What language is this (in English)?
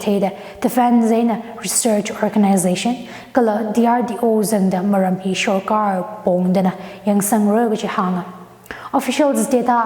Tangkhul Naga (India)